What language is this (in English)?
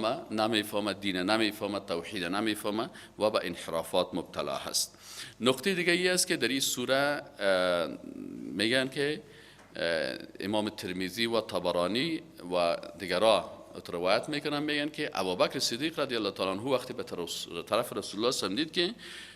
Persian